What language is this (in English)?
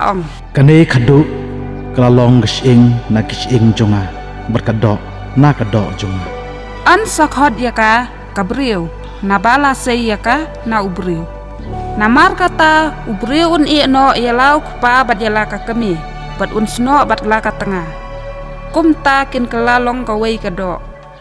Khasi